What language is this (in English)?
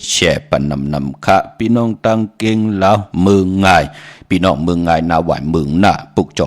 Shan